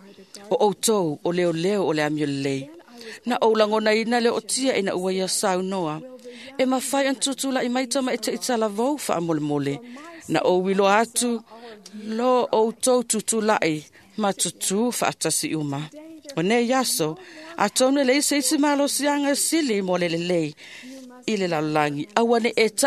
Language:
Samoan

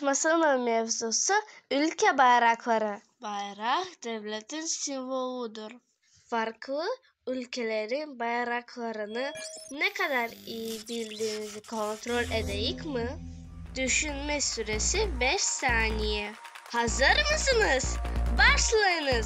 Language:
Crimean Tatar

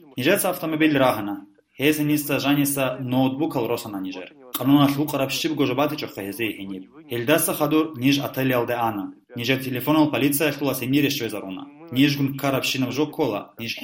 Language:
Avaric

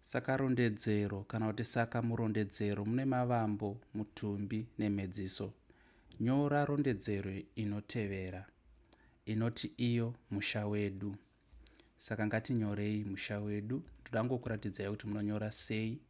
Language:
Shona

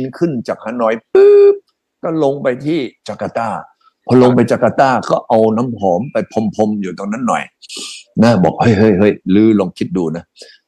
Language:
Thai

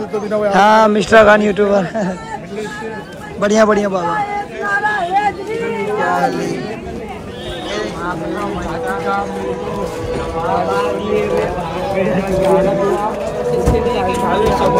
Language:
Hindi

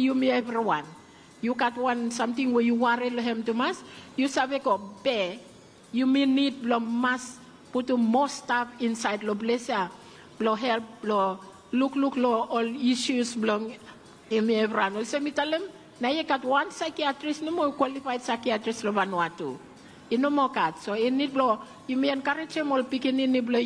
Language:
Bislama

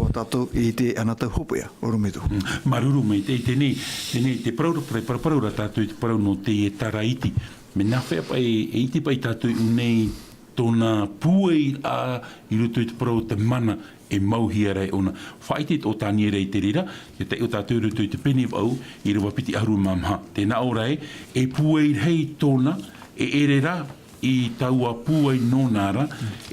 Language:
Tahitian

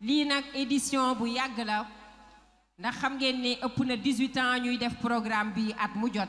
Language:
Wolof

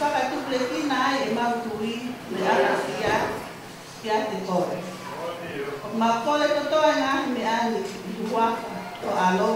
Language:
Tongan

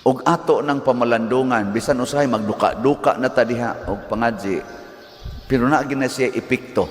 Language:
Cebuano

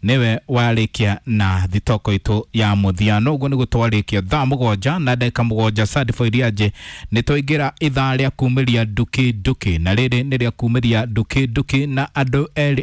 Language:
Kikuyu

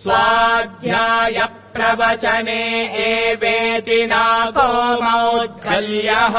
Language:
Sanskrit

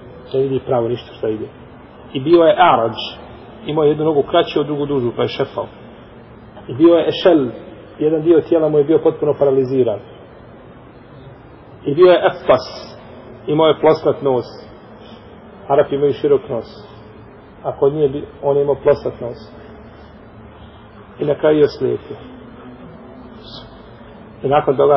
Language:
Bosnian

